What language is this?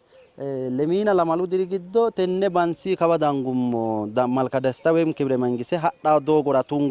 Sidamo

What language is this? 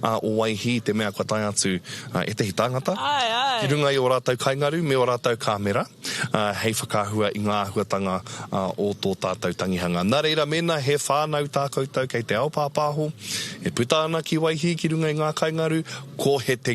Māori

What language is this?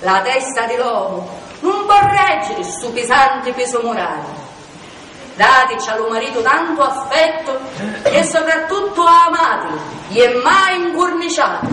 Sicilian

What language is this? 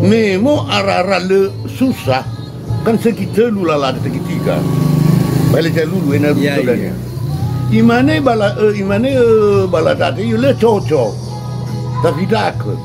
Nias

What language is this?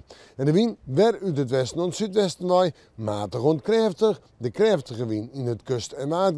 Western Frisian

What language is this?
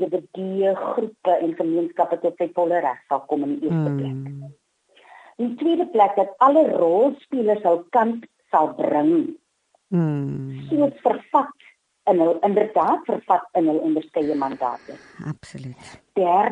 Afrikaans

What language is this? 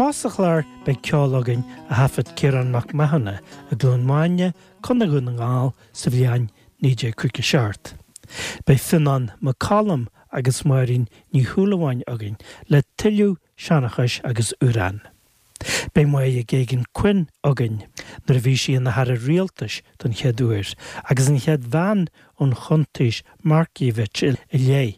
Irish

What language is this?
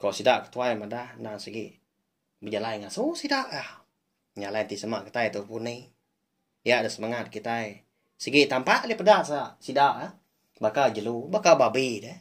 Iban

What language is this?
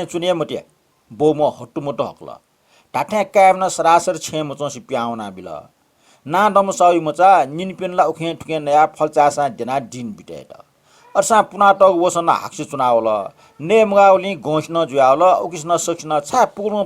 Newari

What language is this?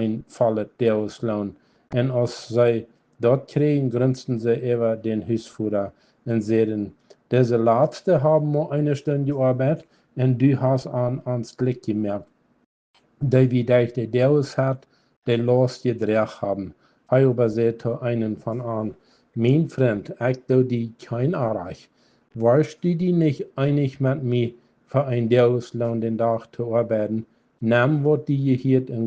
Plautdietsch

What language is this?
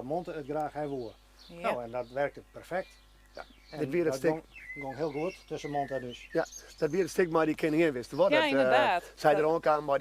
Western Frisian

